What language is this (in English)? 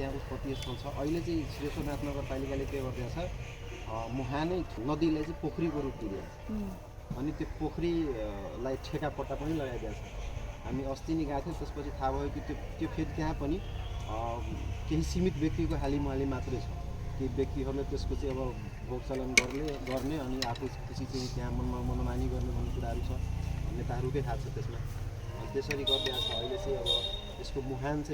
Nepali